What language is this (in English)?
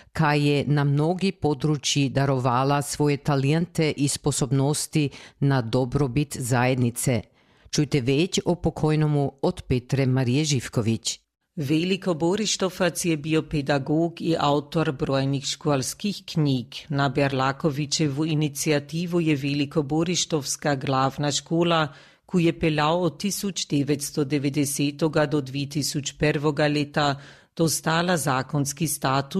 Croatian